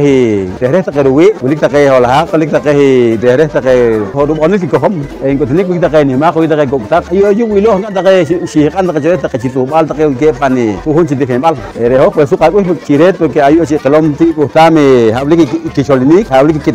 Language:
Poqomchi'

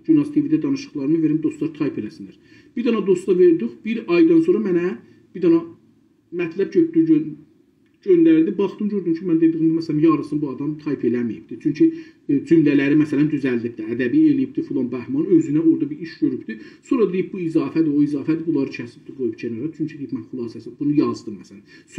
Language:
South Azerbaijani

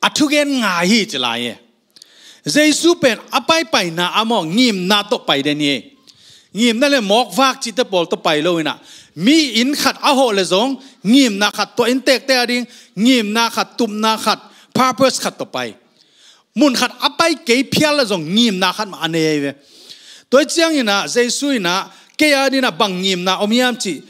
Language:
Tedim Chin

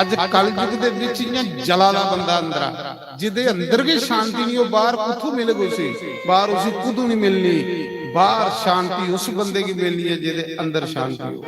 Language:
Dogri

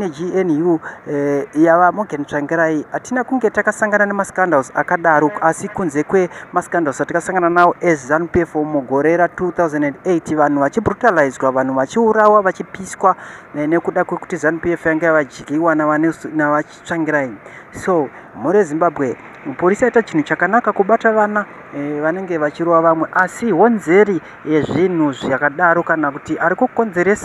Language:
Shona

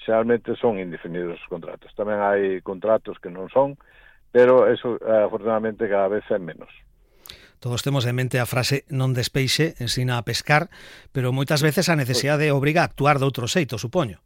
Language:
Galician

